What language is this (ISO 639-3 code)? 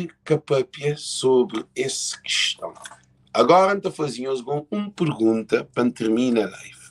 kea